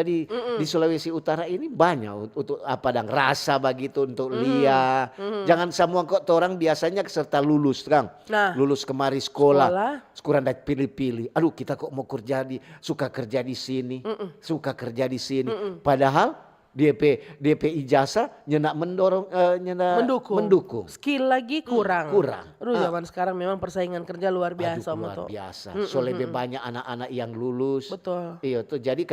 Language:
Manado Malay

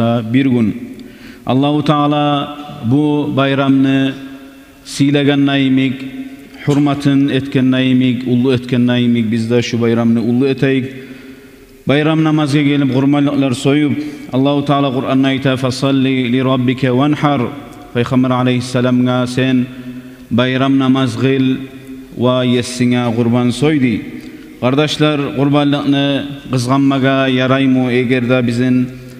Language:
Kumyk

